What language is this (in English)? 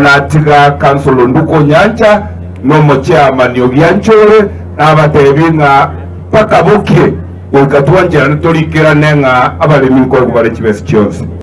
Gusii